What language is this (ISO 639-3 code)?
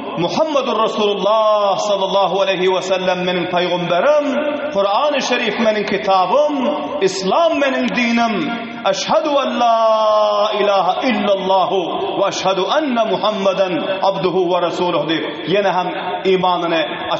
tuk